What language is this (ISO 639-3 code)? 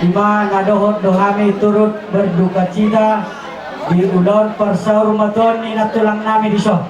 bbc